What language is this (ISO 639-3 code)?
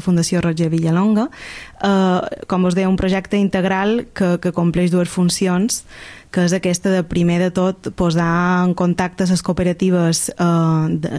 cat